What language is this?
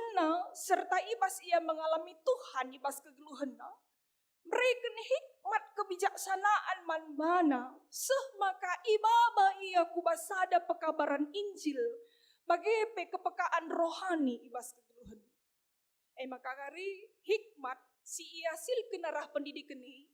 Batak Karo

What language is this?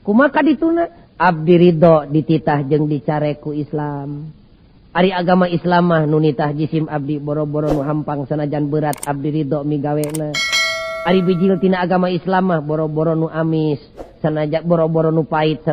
Sundanese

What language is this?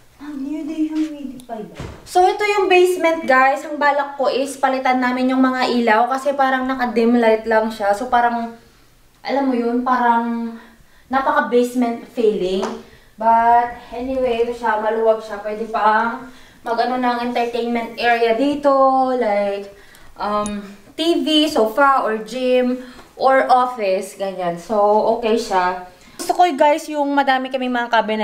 Filipino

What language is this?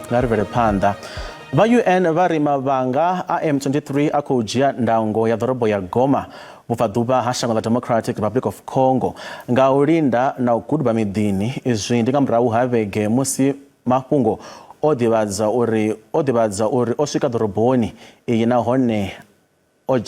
Venda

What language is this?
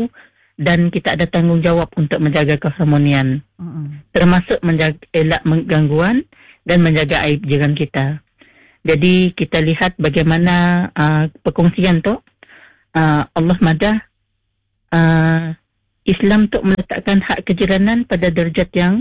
Malay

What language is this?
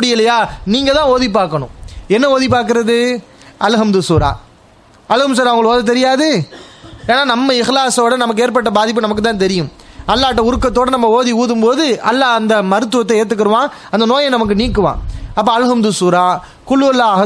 Tamil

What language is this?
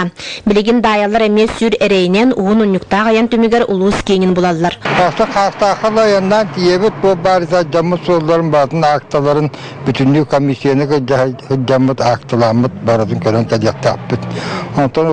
Yakut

